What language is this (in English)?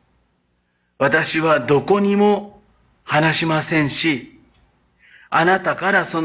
Japanese